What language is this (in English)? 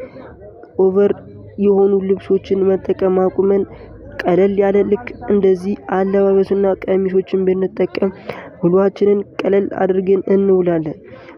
Amharic